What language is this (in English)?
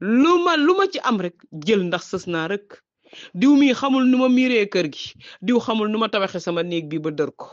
Wolof